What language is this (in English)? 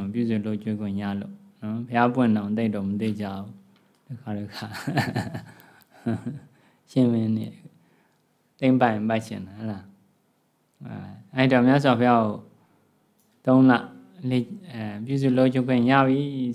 Burmese